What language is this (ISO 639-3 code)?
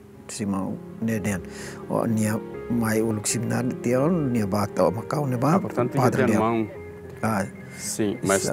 tet